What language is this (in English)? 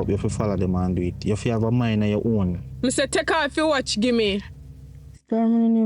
Jamaican Creole English